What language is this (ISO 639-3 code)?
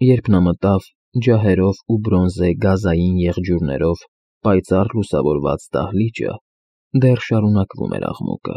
hye